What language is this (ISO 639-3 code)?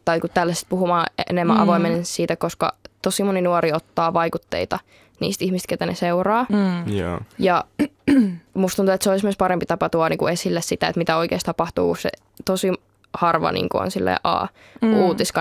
fin